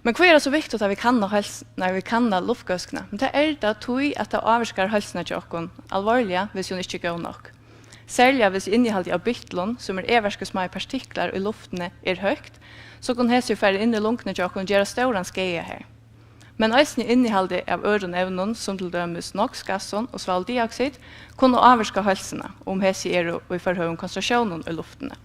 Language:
Faroese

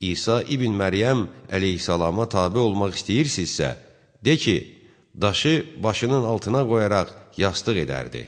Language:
Azerbaijani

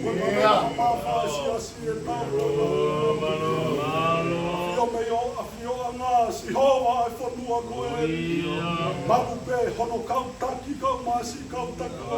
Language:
Tongan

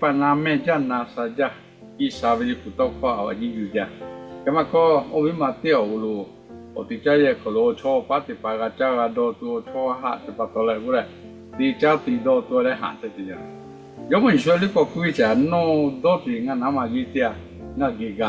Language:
Lahu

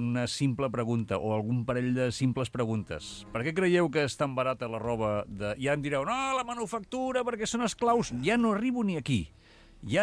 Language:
Catalan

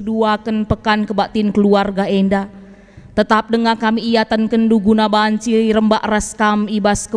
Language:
Batak Karo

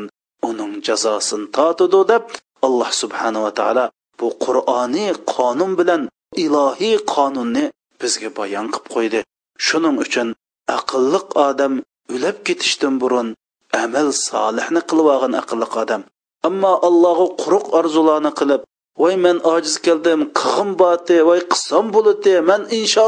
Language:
Uyghur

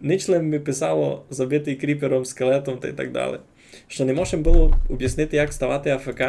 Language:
Rusyn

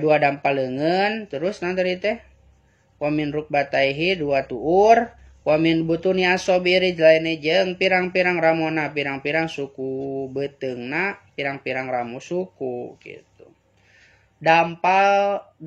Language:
Sundanese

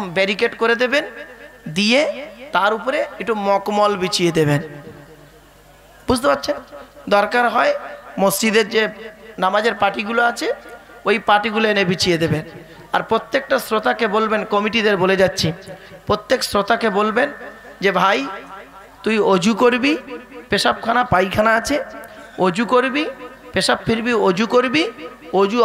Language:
Bangla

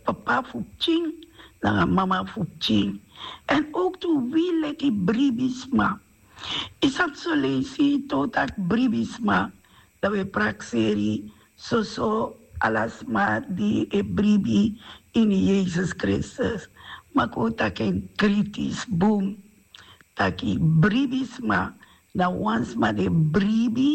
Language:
Sranan Tongo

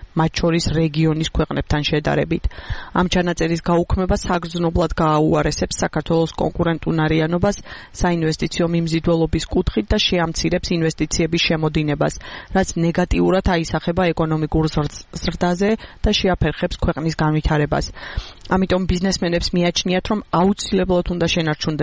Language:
Georgian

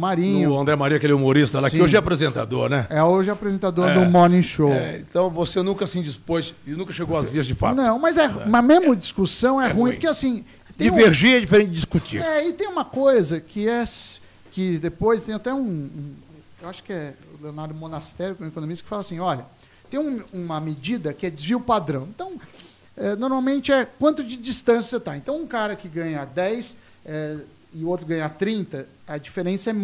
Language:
Portuguese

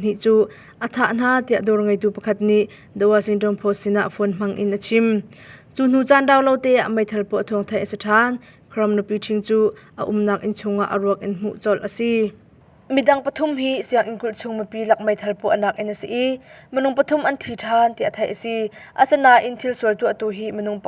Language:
Hakha Chin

